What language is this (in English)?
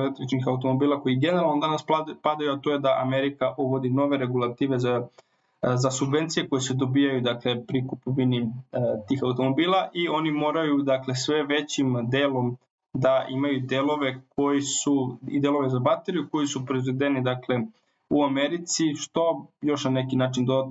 Serbian